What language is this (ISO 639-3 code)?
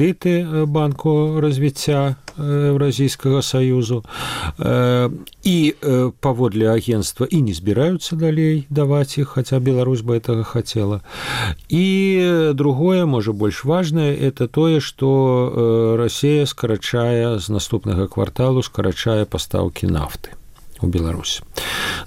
bel